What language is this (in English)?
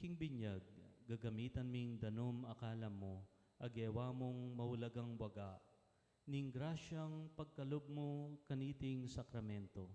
Pampanga